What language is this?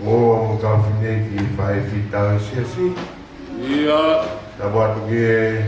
Tongan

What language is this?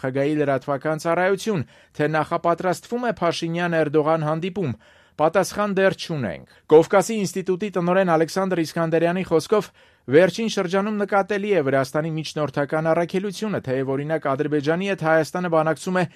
Armenian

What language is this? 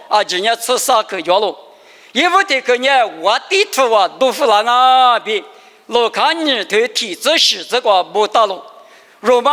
Lisu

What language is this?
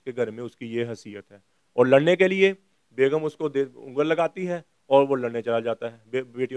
Urdu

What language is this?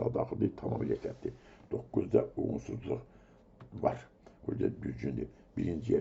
Azerbaijani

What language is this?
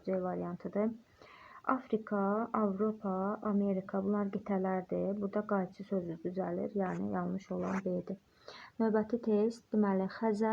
Azerbaijani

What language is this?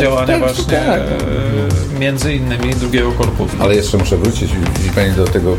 Polish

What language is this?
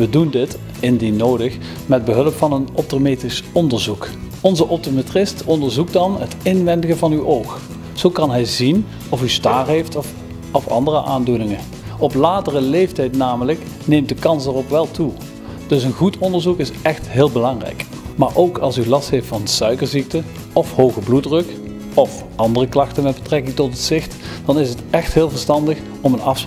Dutch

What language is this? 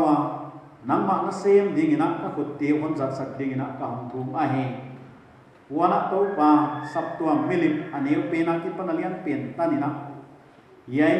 Paite Chin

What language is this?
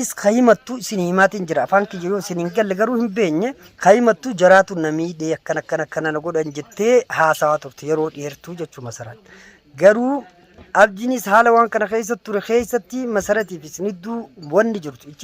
Oromo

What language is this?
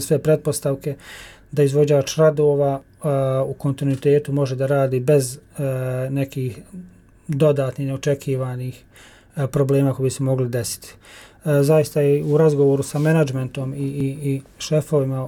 Bosnian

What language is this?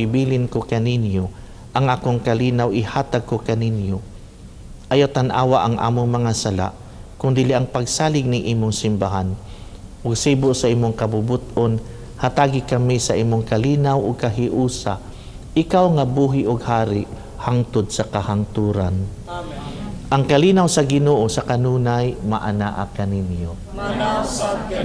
Cebuano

